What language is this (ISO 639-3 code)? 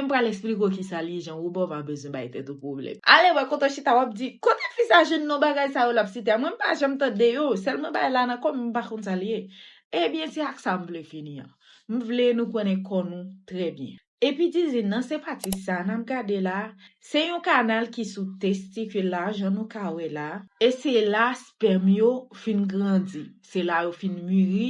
hat